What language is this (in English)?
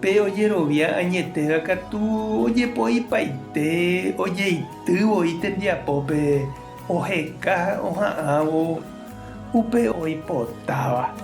Guarani